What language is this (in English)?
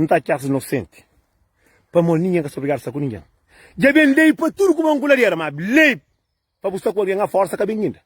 Kabuverdianu